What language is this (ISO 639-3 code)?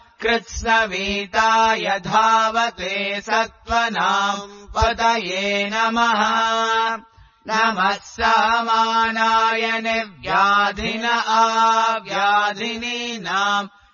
san